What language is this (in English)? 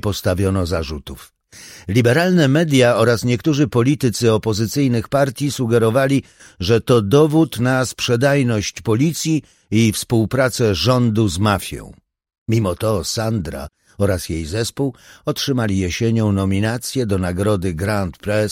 Polish